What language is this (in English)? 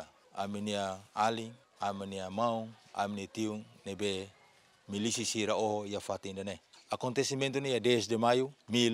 Tetum